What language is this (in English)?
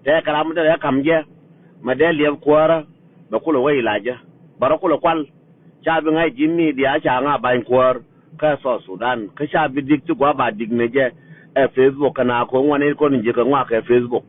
Nuer